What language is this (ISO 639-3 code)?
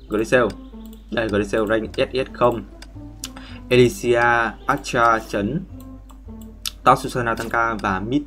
vie